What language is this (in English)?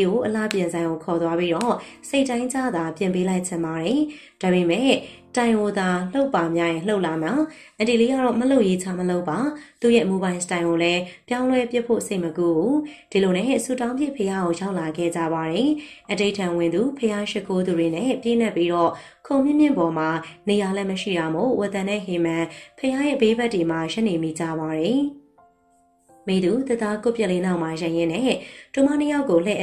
Burmese